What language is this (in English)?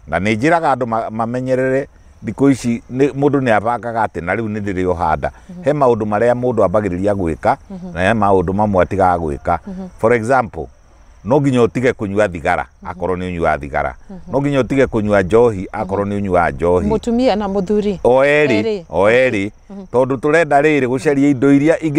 Kikuyu